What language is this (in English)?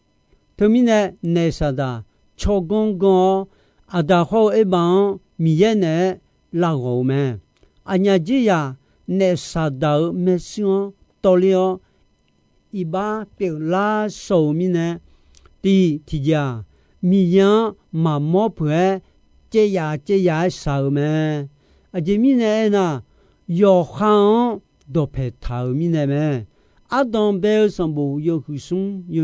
Akha